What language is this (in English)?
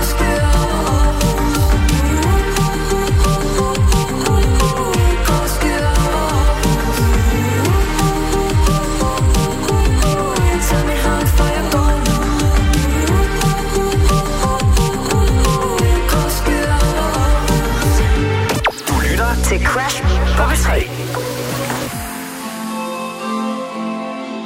Danish